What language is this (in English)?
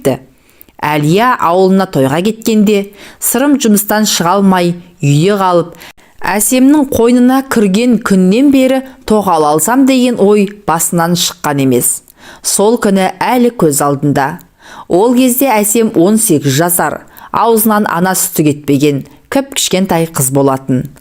Kazakh